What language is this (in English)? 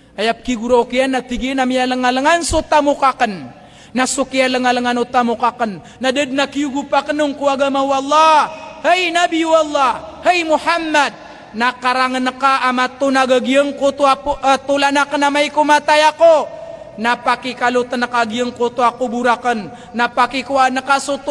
Maranao